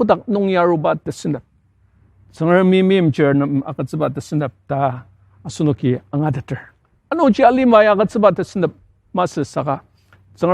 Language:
Ao Naga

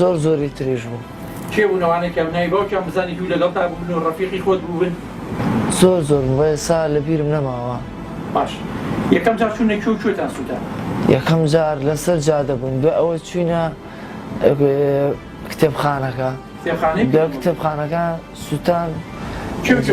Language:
Central Kurdish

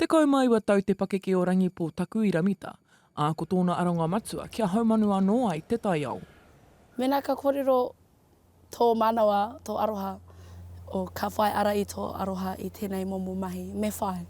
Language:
Māori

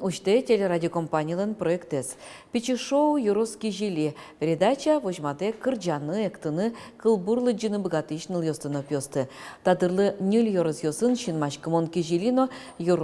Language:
Udmurt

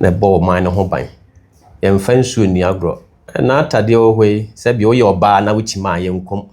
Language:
Akan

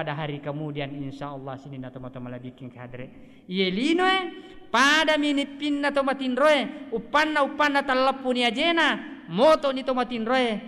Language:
Buginese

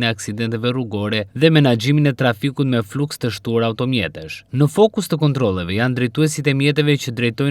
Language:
Albanian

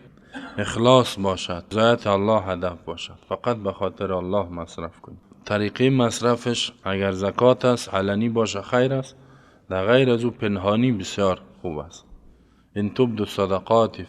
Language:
Persian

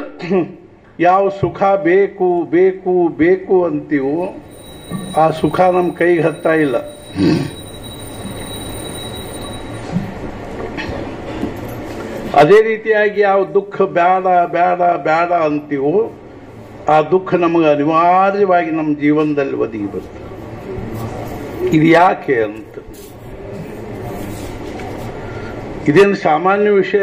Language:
Kannada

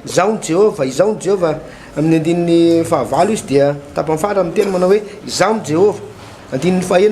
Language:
Malagasy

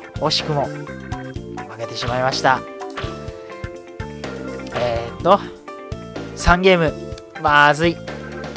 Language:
Japanese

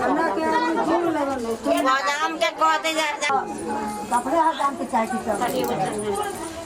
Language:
Maithili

